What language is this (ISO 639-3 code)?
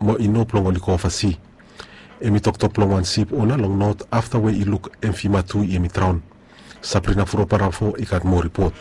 bis